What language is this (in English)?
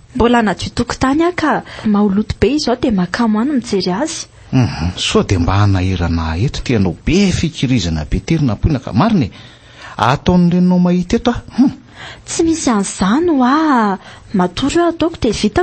Malagasy